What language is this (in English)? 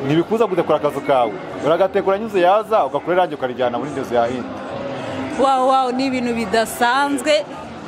Kinyarwanda